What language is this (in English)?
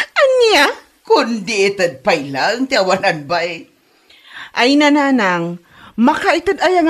Iloko